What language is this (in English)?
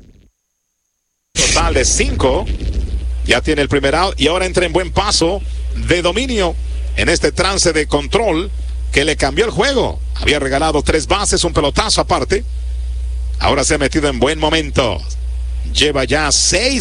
Spanish